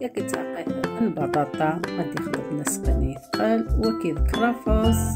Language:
Algerian Arabic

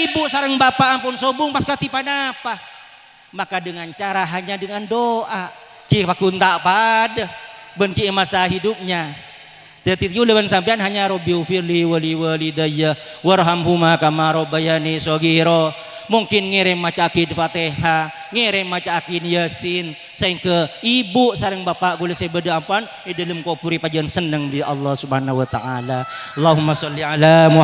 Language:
Madurese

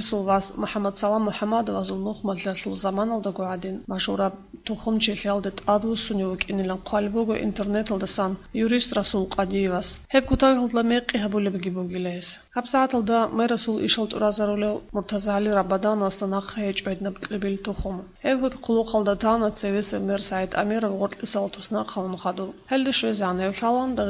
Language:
Avaric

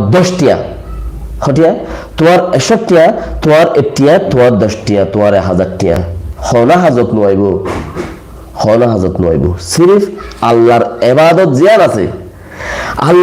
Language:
Rohingya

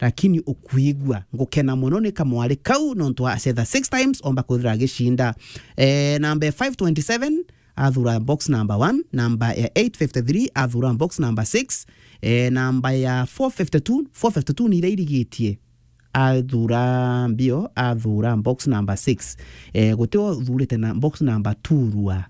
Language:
Meru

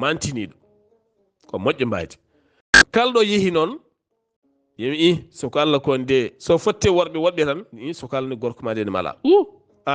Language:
Fula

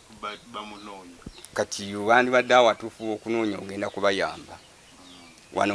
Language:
Ganda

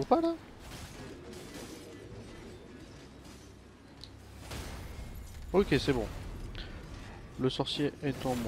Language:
French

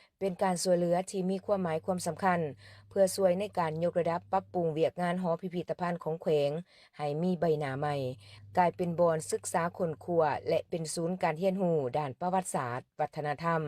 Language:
Lao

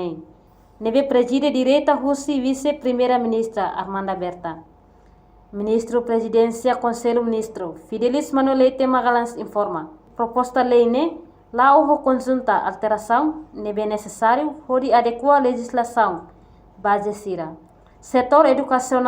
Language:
Tetum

